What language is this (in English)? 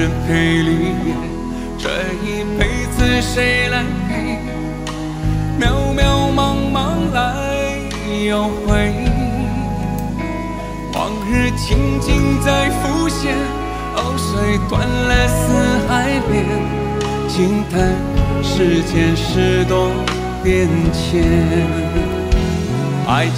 Chinese